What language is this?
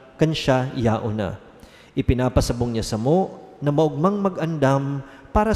Bikol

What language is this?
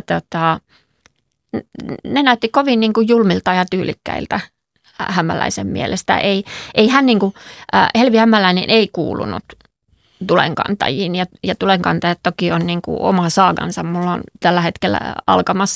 Finnish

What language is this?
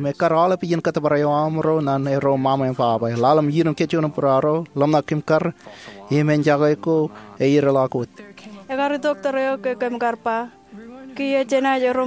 Marshallese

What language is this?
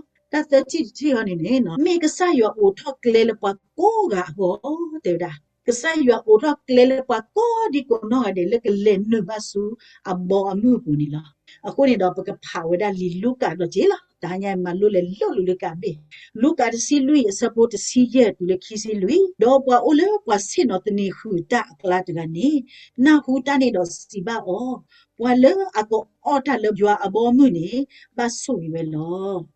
S'gaw Karen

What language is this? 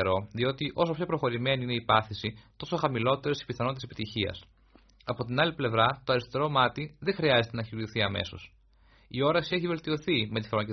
Greek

